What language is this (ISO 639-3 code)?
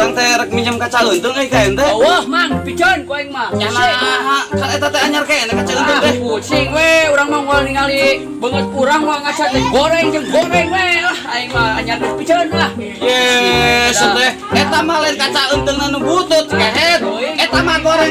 sun